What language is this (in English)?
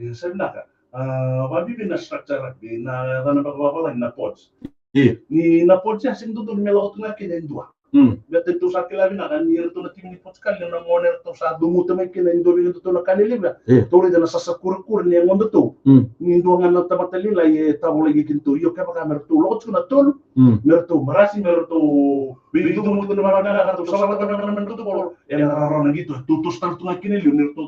Fijian